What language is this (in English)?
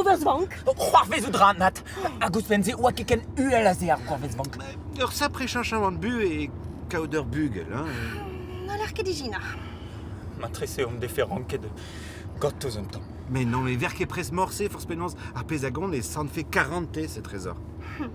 Breton